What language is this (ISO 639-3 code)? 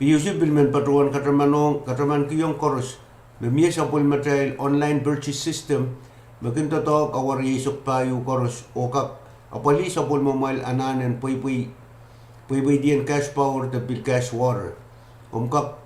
pon